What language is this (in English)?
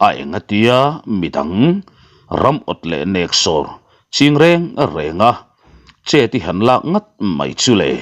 Mizo